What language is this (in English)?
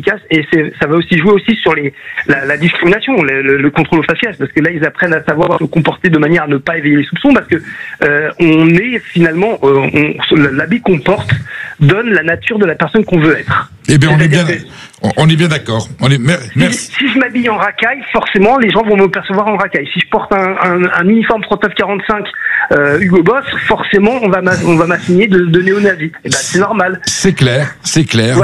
French